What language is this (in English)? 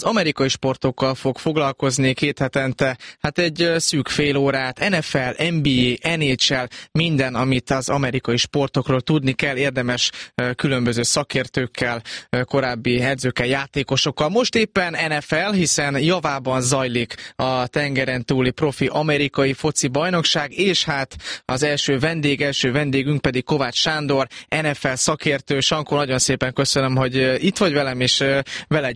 Hungarian